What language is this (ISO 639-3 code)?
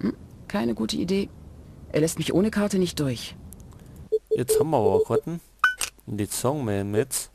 bar